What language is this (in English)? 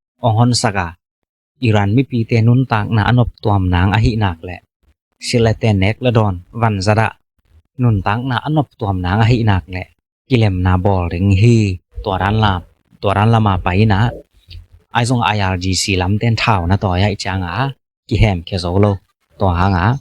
Tedim Chin